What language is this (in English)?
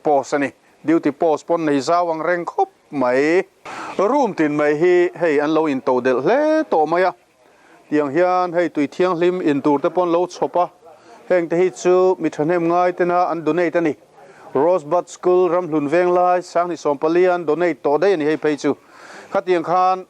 Mizo